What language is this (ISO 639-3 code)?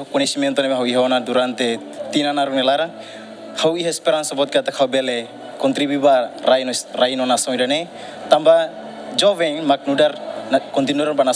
tet